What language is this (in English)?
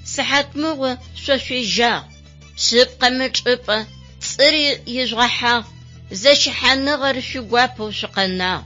Adyghe